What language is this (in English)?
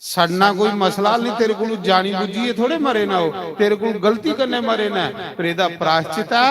Dogri